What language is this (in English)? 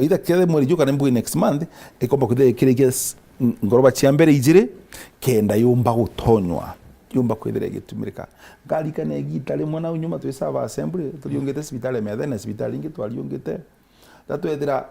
Meru